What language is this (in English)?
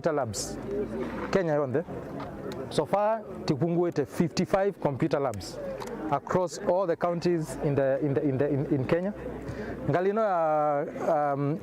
Kamba